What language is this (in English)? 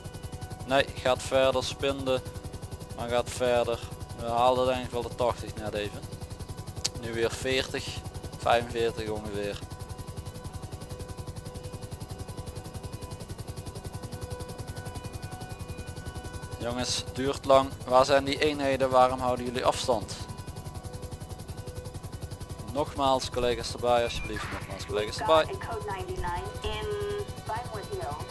Dutch